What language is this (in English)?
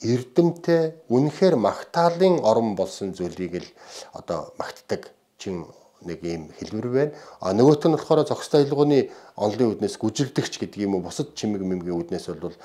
Mongolian